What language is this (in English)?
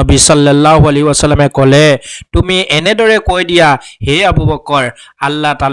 Assamese